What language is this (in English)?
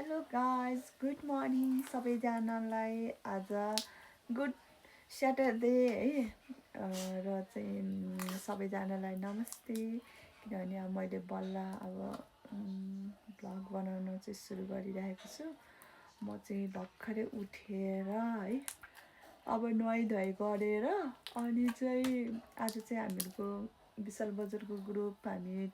Nepali